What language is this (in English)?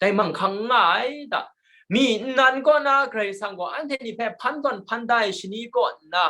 Kachin